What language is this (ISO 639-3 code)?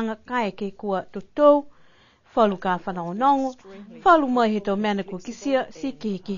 niu